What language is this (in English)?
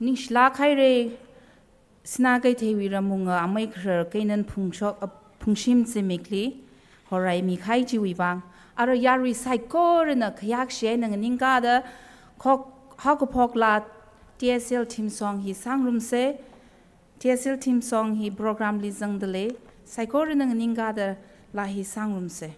Tangkhul Naga (India)